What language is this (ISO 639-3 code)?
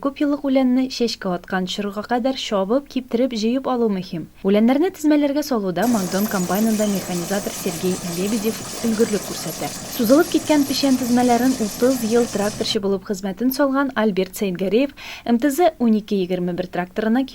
tat